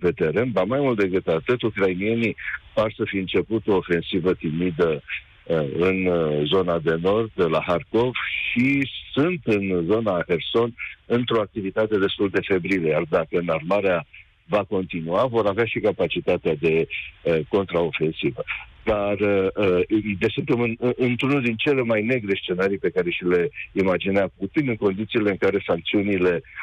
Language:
Romanian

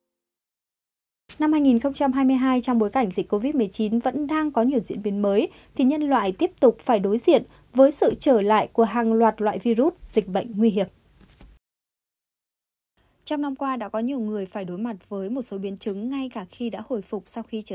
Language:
Vietnamese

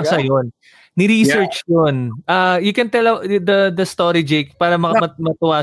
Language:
Filipino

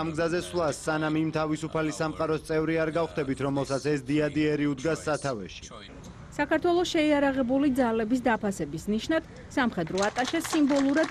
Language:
Georgian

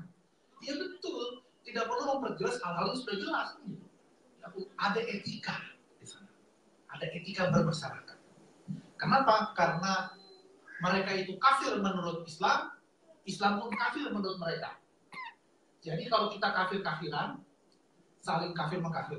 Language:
Indonesian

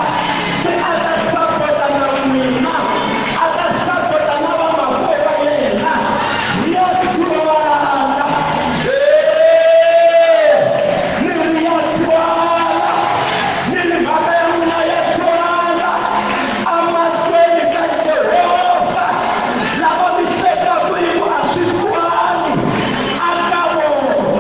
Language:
Tsonga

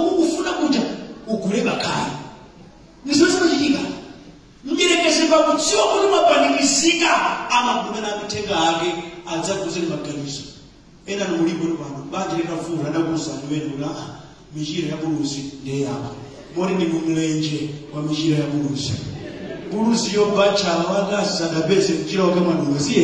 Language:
Nyanja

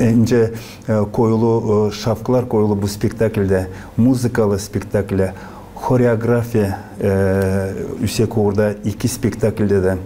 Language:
Gagauz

